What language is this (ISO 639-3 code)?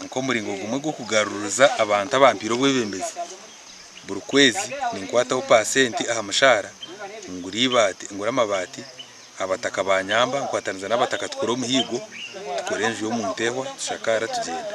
nyn